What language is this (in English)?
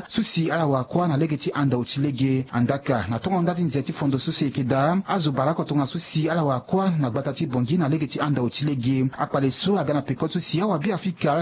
Sango